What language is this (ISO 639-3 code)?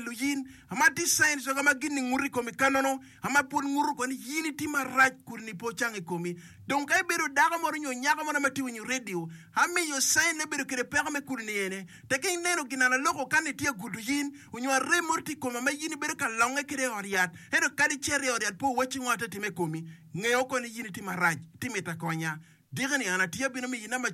ach